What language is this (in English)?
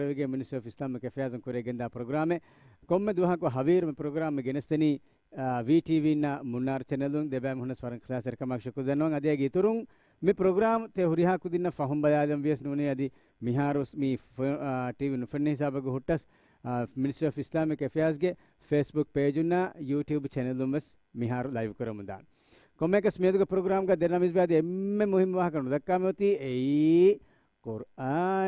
Divehi